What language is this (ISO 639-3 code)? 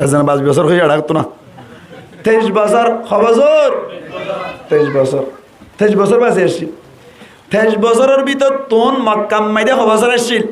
rhg